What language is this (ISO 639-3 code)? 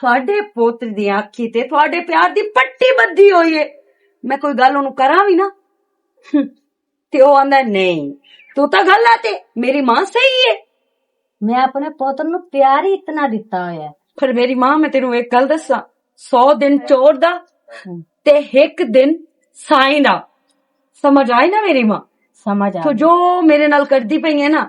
lah